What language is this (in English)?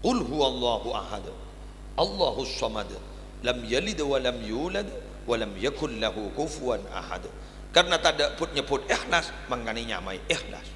Madurese